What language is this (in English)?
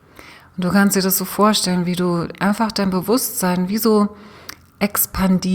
German